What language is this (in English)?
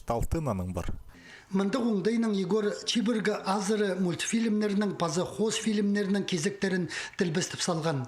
Khakas